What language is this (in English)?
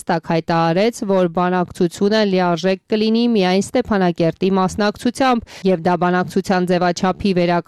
Armenian